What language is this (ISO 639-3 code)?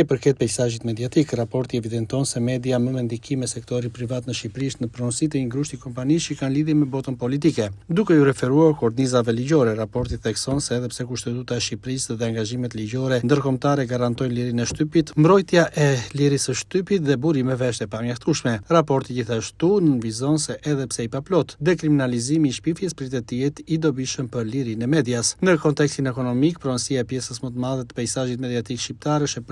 sqi